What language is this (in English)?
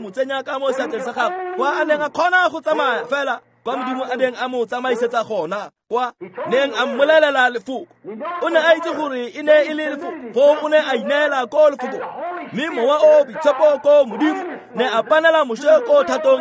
Tswana